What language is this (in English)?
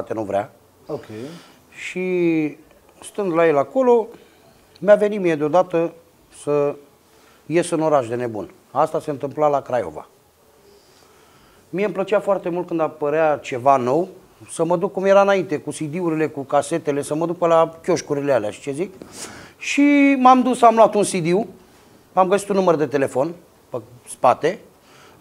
Romanian